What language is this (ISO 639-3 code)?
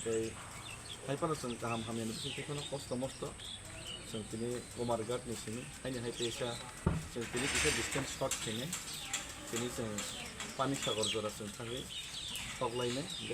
trp